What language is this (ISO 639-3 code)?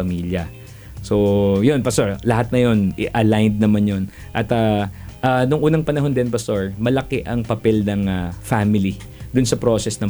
fil